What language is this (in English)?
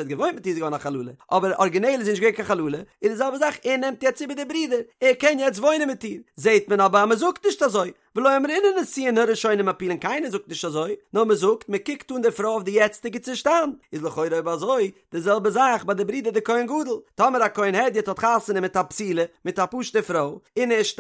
Yiddish